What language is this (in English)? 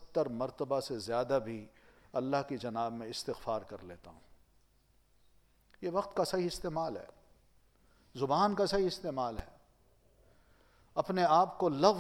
Urdu